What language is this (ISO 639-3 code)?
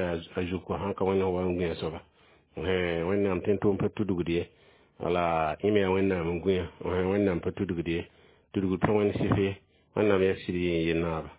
mos